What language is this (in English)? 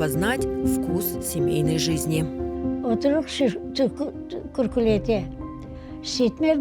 Crimean Tatar